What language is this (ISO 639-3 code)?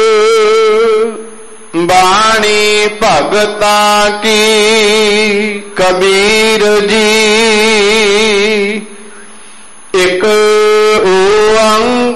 pan